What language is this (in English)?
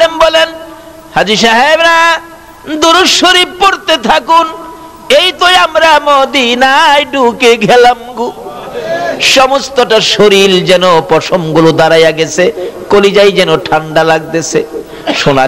Bangla